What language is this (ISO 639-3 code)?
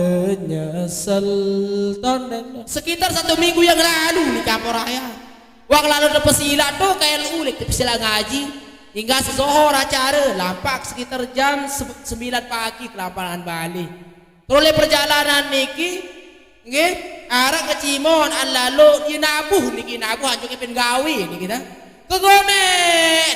sas